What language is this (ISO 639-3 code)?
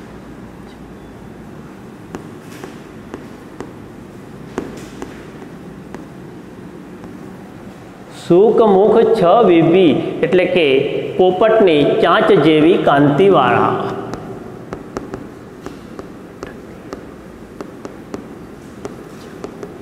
guj